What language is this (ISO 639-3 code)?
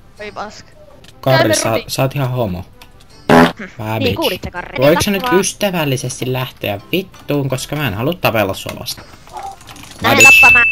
fin